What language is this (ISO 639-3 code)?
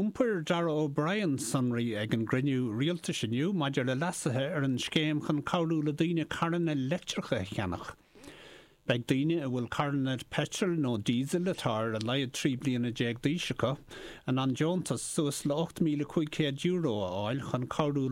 gle